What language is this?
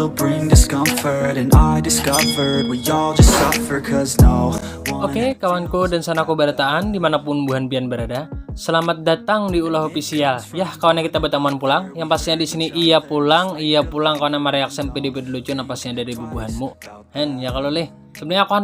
Banjar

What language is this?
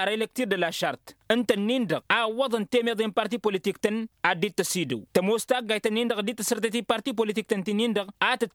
Tamasheq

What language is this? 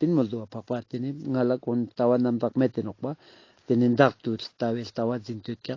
Ladakhi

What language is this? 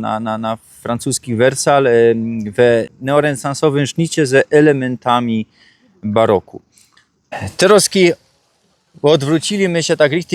Silesian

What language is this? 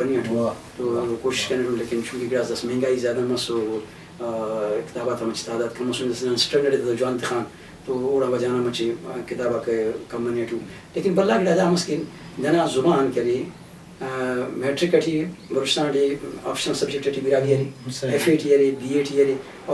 Brahui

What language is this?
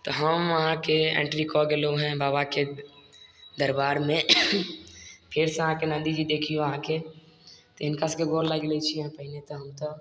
Maithili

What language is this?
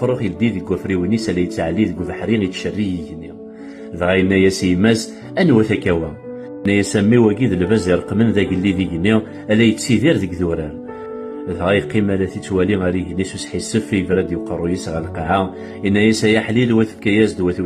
Kabyle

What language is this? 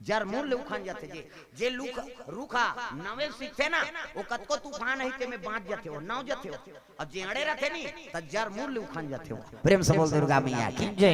Chhattisgarhi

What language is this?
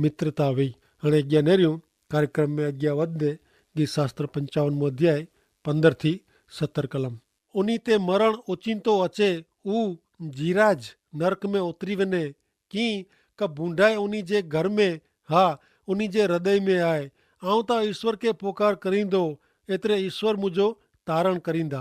Kachhi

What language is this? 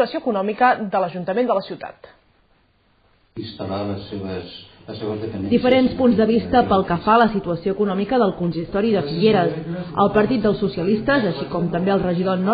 Catalan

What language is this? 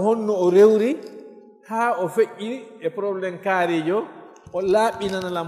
Fula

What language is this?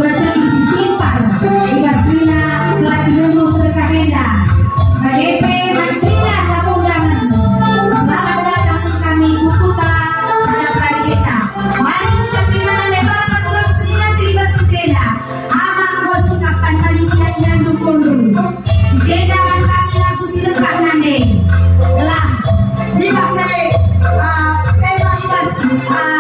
Batak Karo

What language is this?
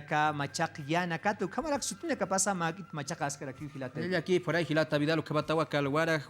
Aymara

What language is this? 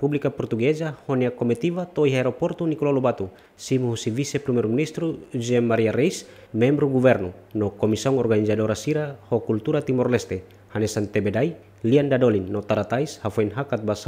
Tetum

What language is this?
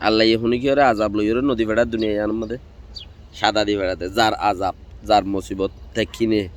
Rohingya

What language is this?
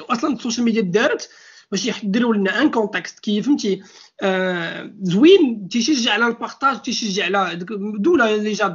Moroccan Arabic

